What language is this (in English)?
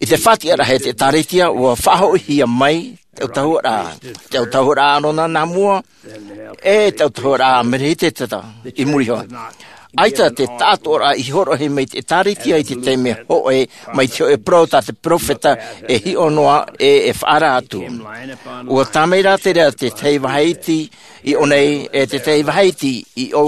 Tahitian